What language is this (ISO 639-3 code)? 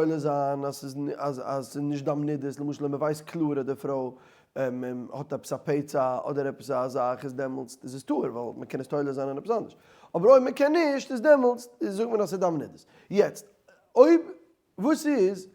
yid